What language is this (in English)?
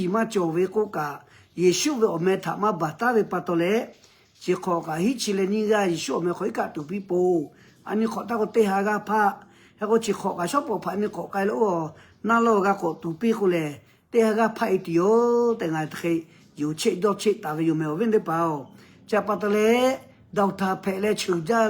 Lahu